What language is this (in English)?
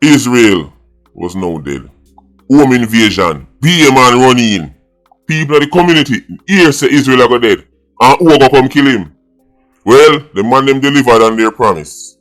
Jamaican Creole English